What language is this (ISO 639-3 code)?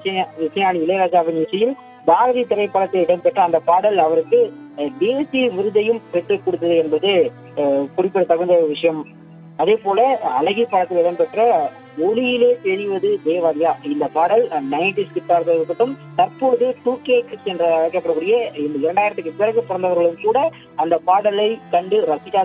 tam